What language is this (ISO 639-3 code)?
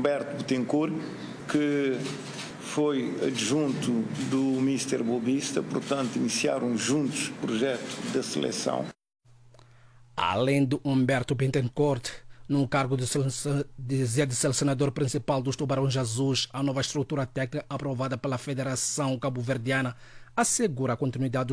por